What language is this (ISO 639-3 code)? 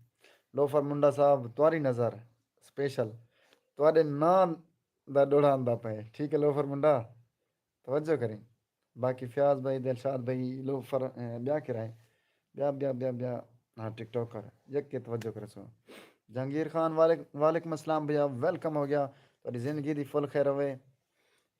skr